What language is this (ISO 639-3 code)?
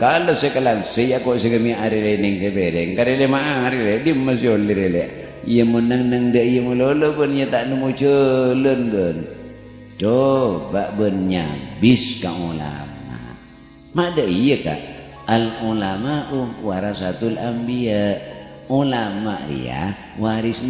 mad